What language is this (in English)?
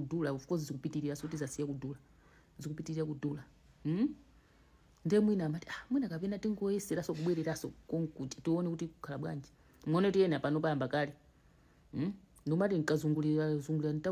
Nyanja